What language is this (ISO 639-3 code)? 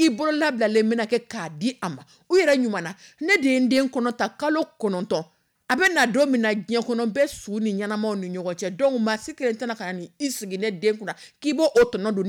dyu